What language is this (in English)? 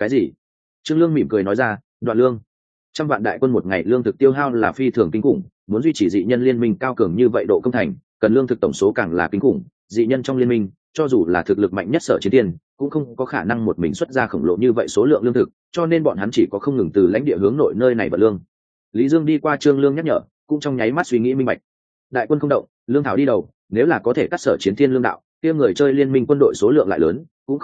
Vietnamese